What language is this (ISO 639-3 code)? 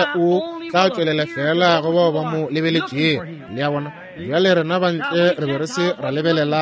nso